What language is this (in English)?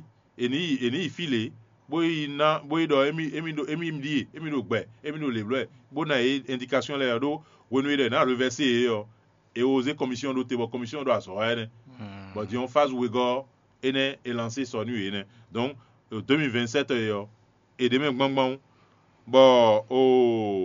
Fon